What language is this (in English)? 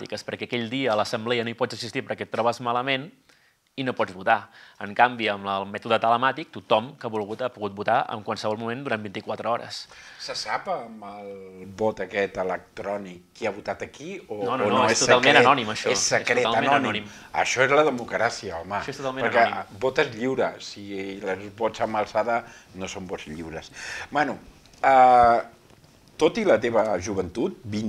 Catalan